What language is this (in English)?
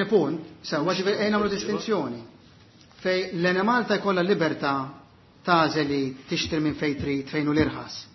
Maltese